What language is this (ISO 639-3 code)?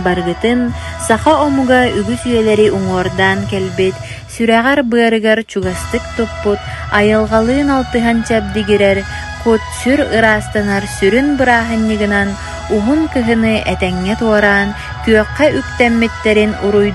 sah